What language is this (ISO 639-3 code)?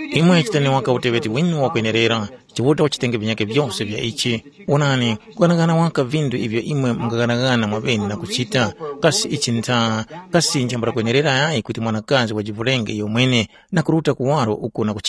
tum